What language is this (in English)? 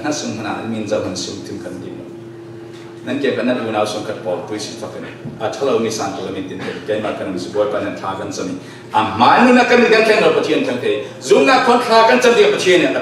Falam Chin